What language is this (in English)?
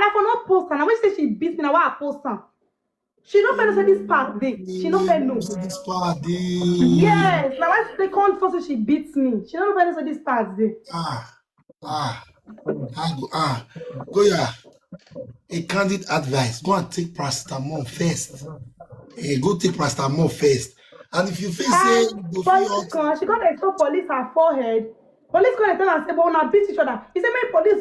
Nigerian Pidgin